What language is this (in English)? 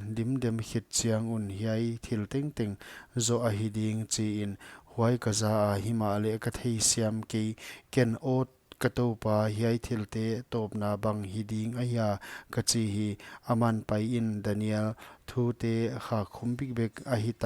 Paite Chin